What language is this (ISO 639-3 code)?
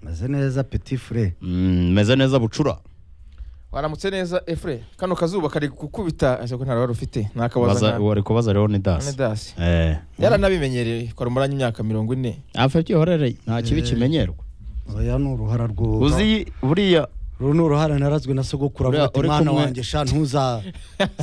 kin